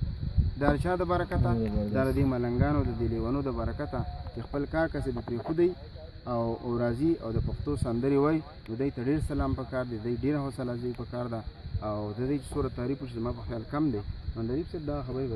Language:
Pashto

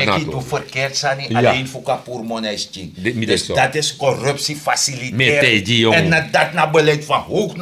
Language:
Sranan Tongo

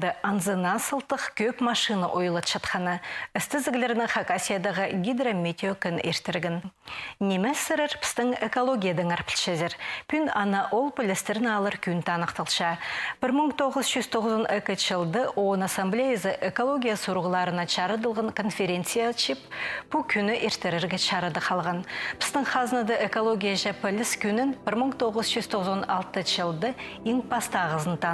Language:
Khakas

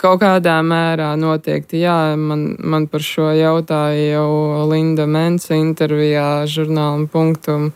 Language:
Latvian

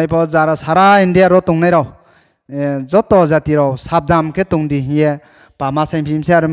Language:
Riang (India)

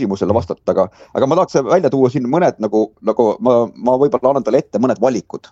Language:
Estonian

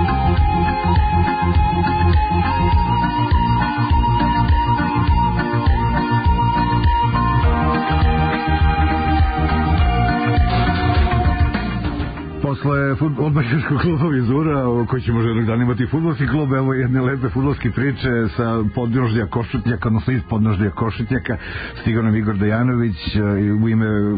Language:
Serbian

